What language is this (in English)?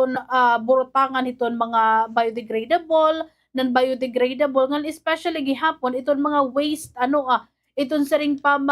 Waray